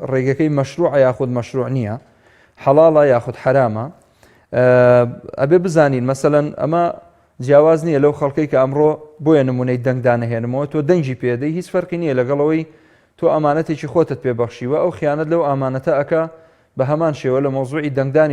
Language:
Central Kurdish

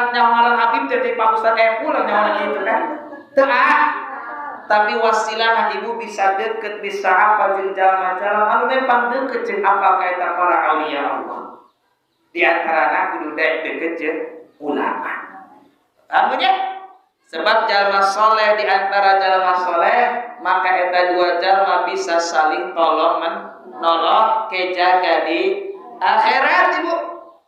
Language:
Sundanese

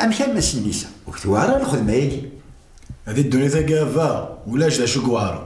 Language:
Kabyle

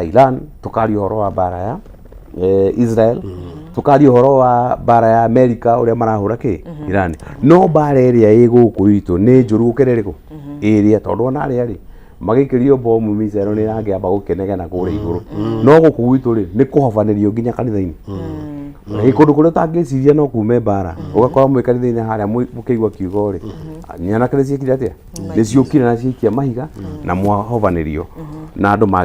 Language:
Kikuyu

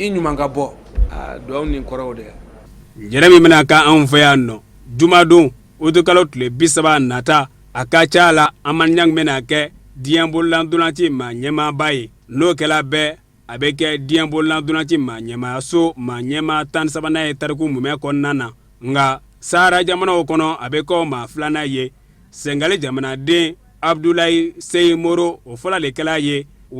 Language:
Bambara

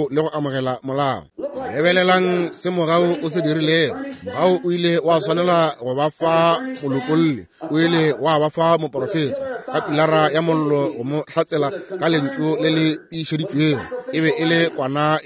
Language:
Northern Sotho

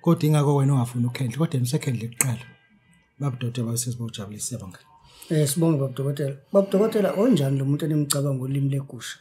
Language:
Zulu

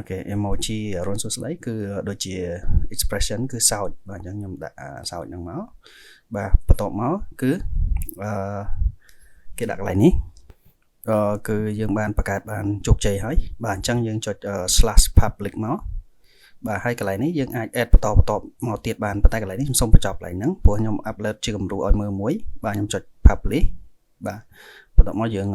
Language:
Khmer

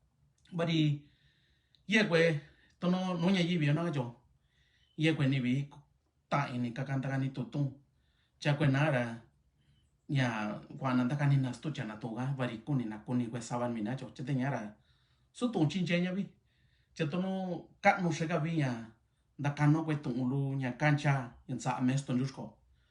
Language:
Mixtepec Mixtec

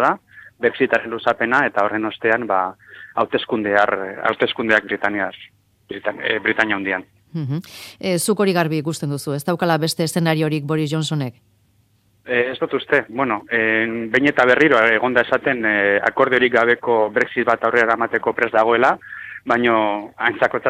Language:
Basque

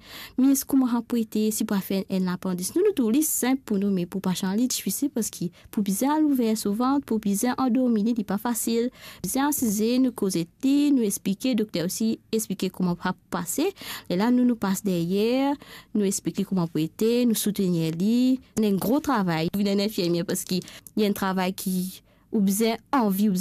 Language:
Morisyen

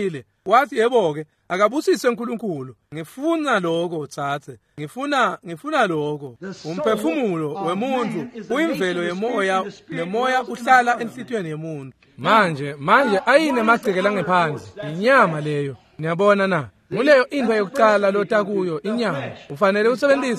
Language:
Swati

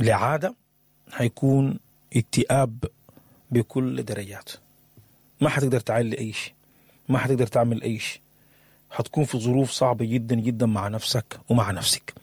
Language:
Sudanese Arabic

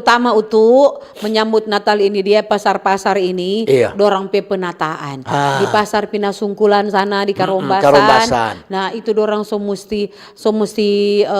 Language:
Manado Malay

